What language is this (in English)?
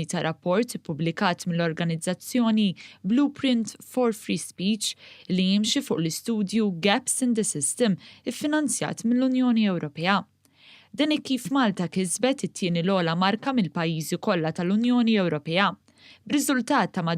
Maltese